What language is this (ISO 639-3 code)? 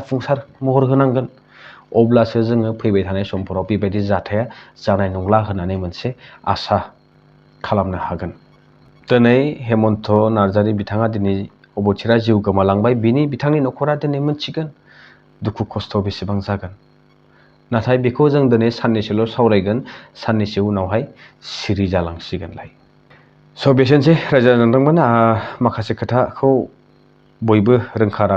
brx